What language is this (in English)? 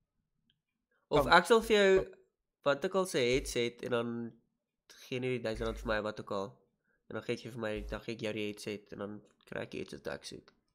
Afrikaans